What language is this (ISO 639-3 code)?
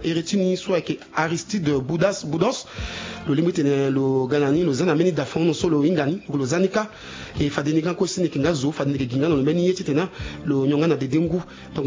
sag